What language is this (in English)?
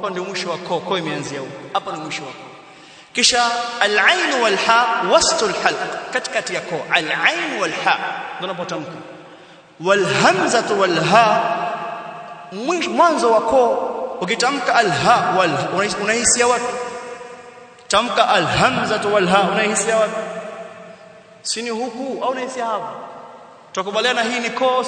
Swahili